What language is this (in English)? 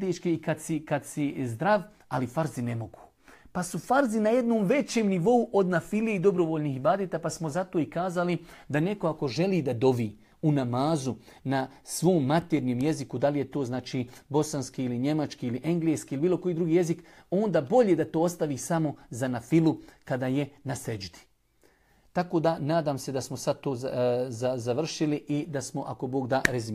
Bosnian